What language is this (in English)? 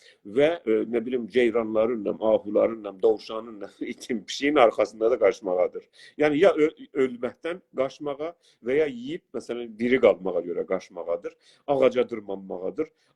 South Azerbaijani